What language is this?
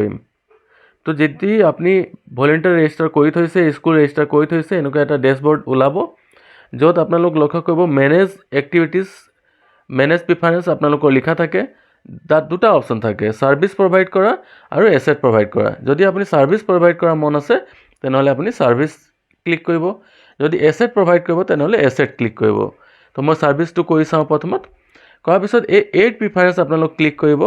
Assamese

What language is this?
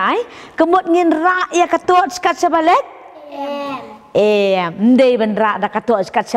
Khasi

